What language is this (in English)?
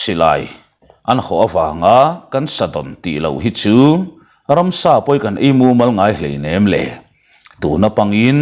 Mizo